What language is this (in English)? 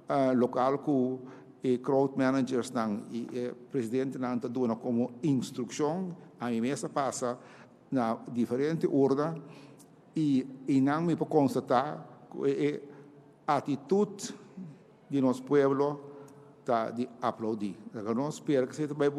Papiamento